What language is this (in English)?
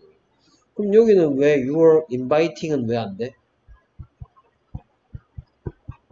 Korean